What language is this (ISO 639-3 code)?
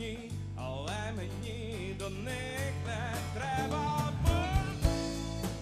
ukr